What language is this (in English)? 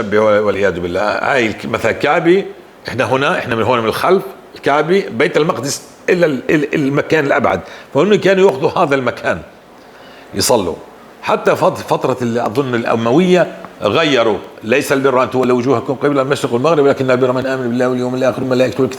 North Levantine Arabic